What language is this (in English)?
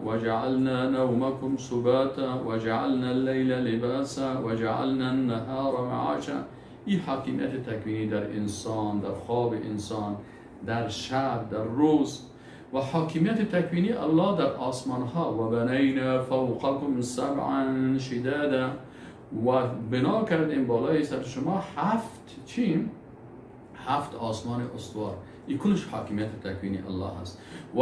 Persian